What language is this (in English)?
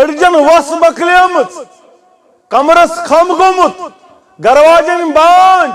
Kashmiri